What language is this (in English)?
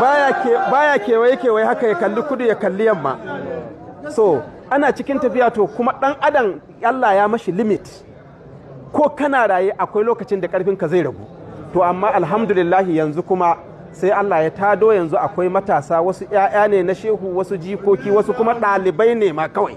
Hausa